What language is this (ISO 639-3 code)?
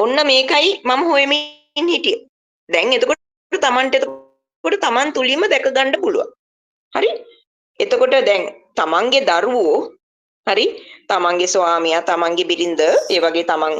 sin